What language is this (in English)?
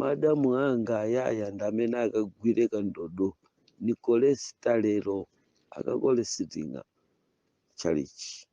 Nyanja